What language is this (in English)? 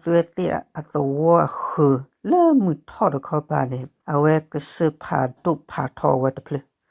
S'gaw Karen